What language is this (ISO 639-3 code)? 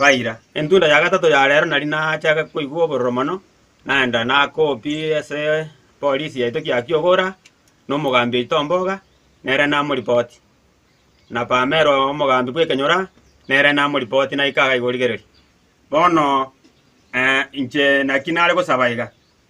guz